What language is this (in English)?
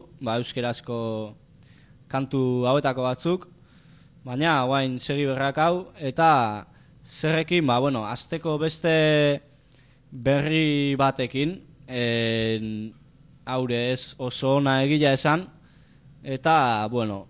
Basque